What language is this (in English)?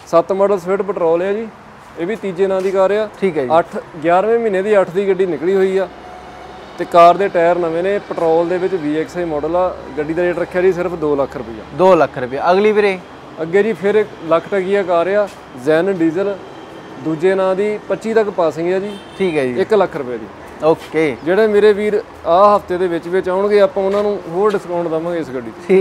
Punjabi